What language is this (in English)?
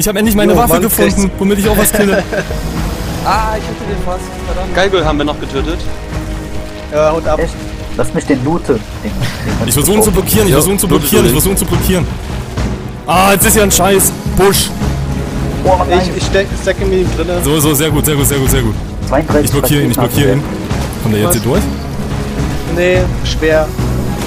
German